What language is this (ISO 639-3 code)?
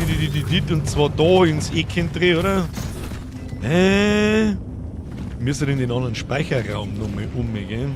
bar